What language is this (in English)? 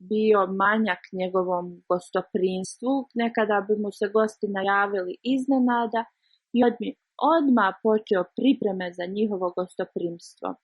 Bosnian